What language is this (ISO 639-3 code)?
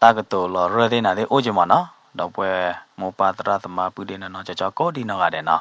ksw